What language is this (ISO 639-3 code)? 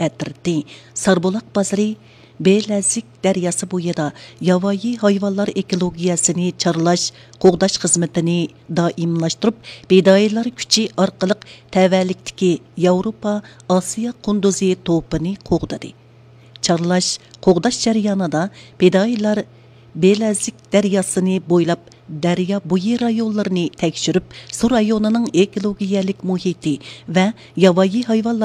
uig